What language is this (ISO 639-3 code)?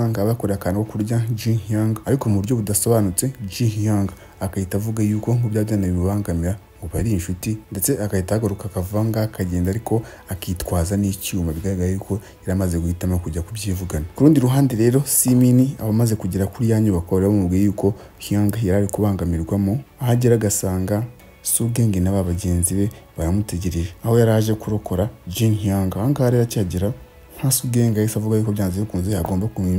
kin